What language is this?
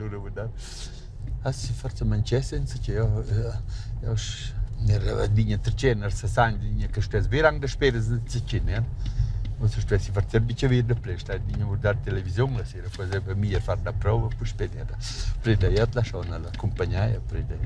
Romansh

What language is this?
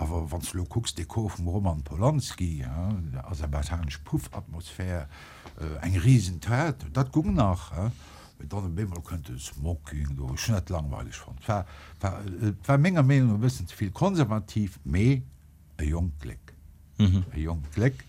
Luxembourgish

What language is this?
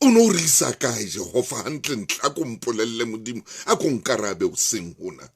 Southern Sotho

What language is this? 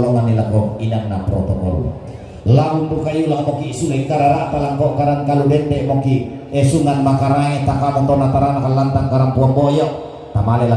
Toraja-Sa'dan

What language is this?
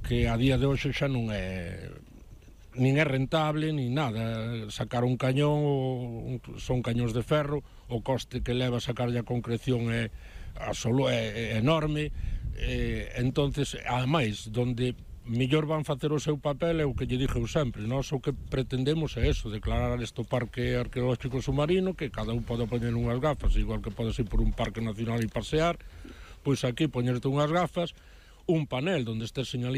Galician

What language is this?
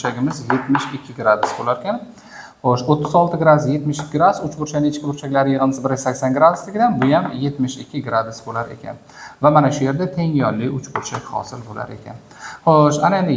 Uzbek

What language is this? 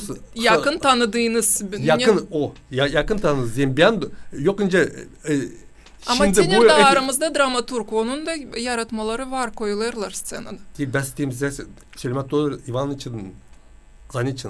Gagauz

